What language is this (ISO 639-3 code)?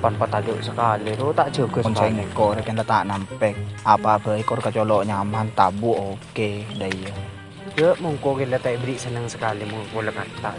mad